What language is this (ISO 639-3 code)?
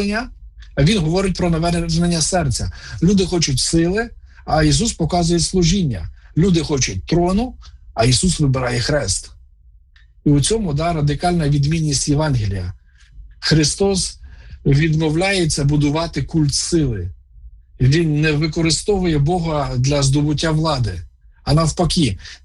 ukr